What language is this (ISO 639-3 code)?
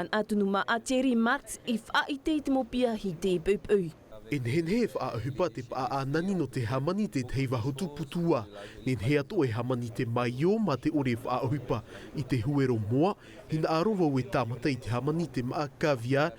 tah